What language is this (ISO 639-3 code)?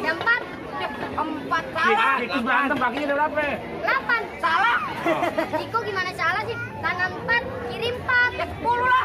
bew